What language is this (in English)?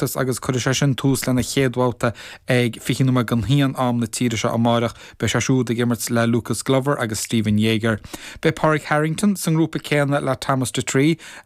Irish